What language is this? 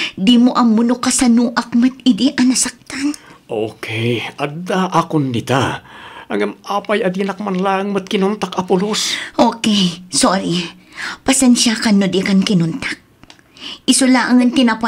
Iloko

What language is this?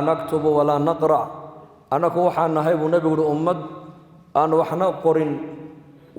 Somali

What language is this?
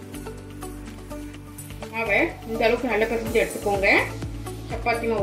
Tamil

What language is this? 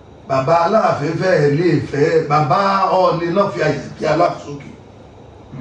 Yoruba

